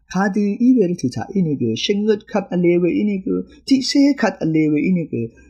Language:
Rawang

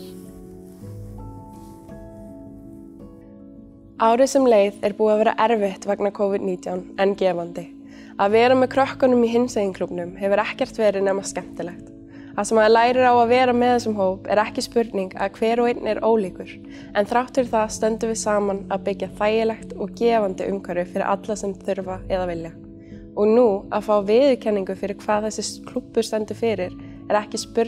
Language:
Icelandic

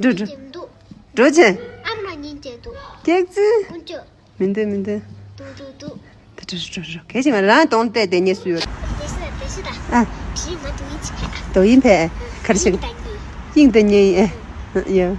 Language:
Tibetan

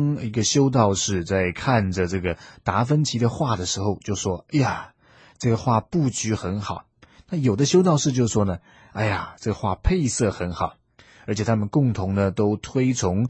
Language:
Chinese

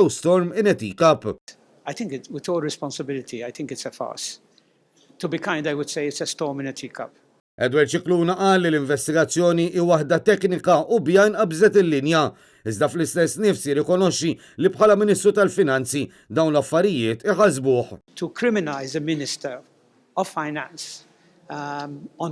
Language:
Maltese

